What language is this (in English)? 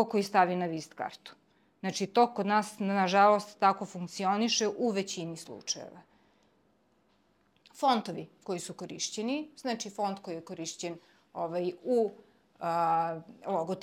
Serbian